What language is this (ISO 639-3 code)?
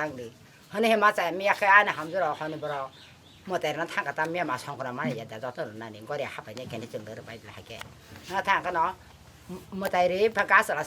trp